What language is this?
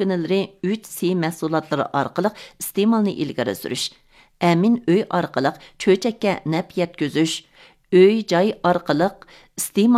Uyghur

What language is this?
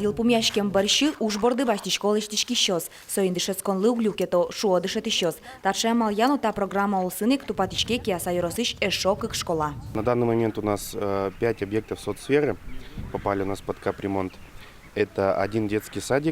Udmurt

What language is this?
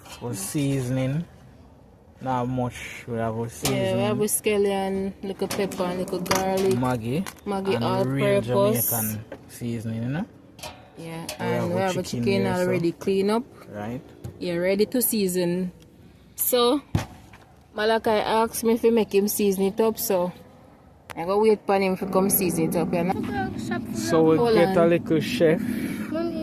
Jamaican Creole English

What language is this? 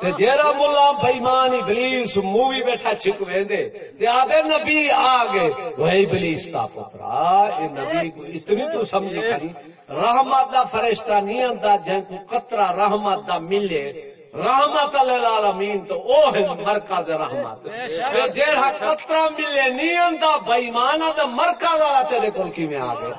Saraiki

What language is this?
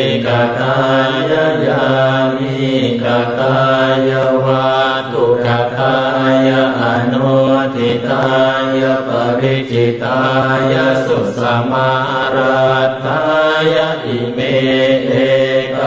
Pali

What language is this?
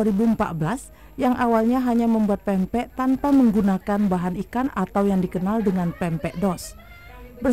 Indonesian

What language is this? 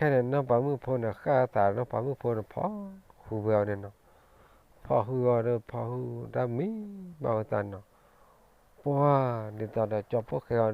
S'gaw Karen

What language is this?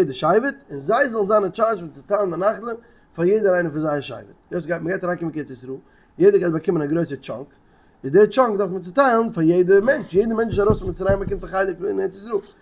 Yiddish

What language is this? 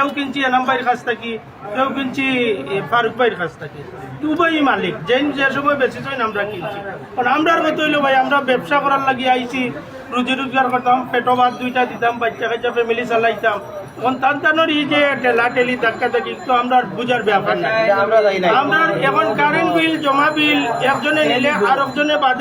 Sylheti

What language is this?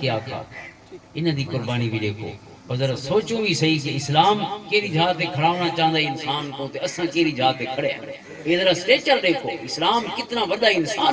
Western Panjabi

